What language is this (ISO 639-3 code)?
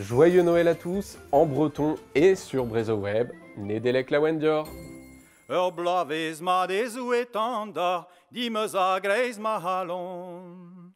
bre